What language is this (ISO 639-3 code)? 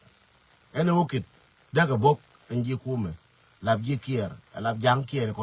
nus